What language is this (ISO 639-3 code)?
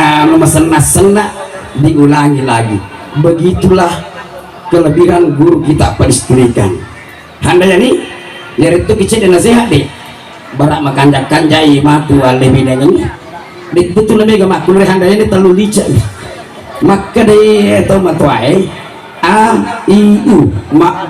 bug